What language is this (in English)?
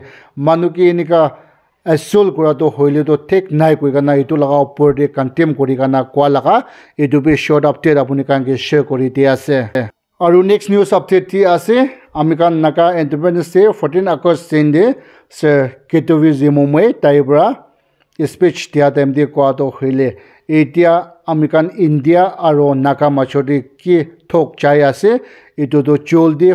Naga Pidgin